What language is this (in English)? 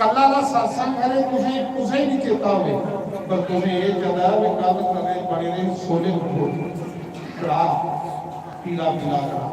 Dogri